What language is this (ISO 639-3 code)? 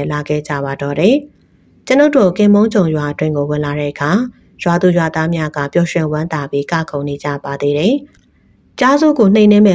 mya